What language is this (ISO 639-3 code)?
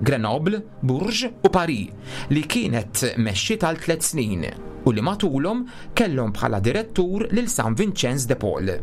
mlt